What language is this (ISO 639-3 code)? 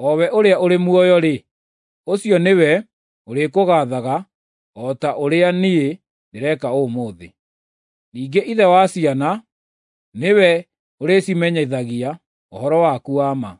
kik